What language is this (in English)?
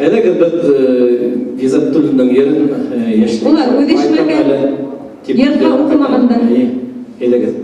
Bashkir